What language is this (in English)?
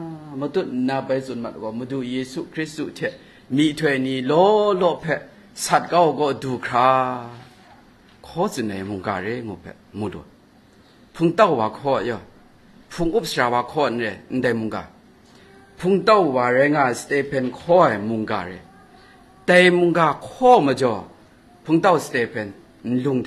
Kachin